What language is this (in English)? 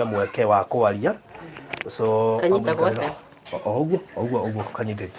Kikuyu